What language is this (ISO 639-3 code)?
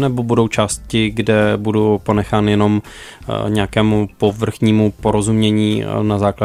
ces